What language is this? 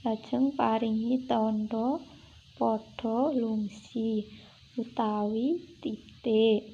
Javanese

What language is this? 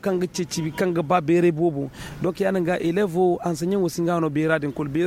Zarma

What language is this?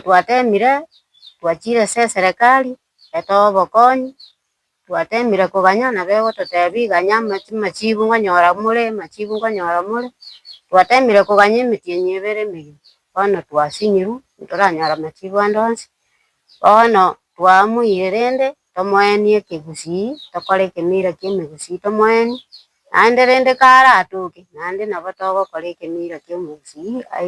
Gusii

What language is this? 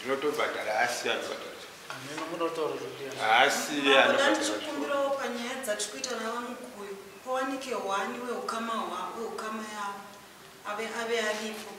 Shona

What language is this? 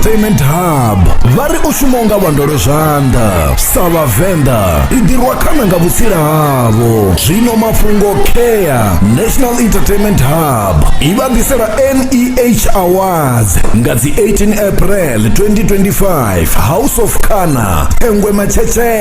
Venda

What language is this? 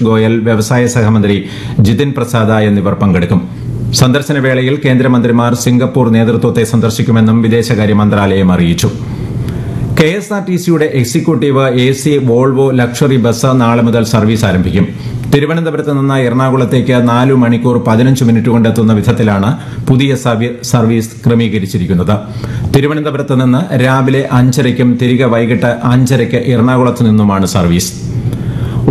Malayalam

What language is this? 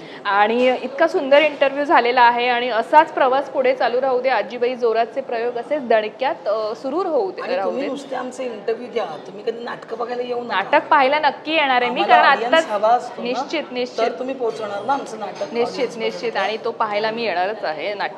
Marathi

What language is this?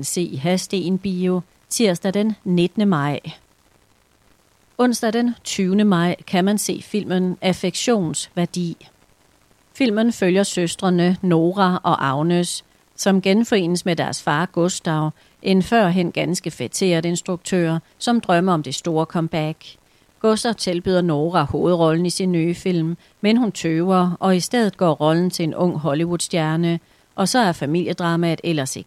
Danish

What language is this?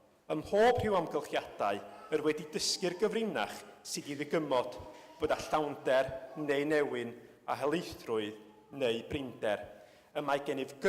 Welsh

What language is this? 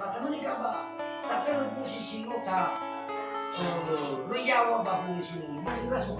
Nias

